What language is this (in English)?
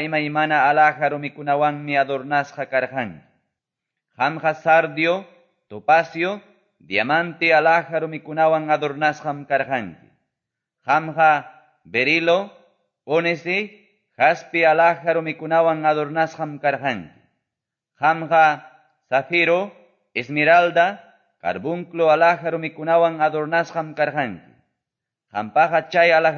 Quechua